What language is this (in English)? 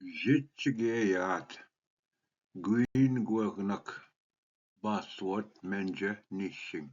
Ojibwa